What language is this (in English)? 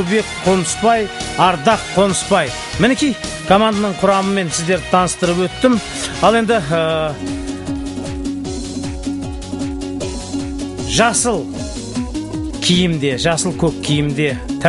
Kazakh